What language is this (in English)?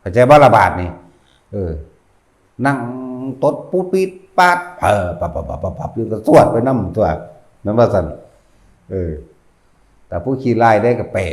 Northeastern Thai